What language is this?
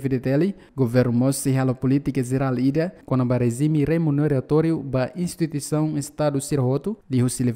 Tetum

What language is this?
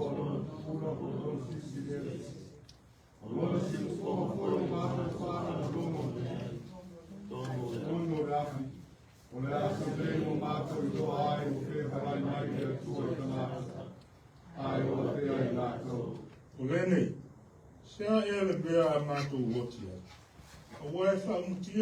Samoan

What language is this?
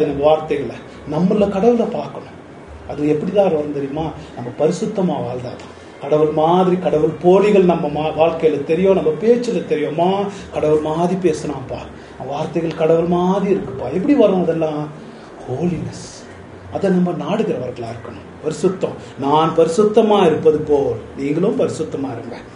Tamil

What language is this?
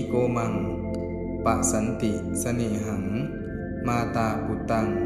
Pali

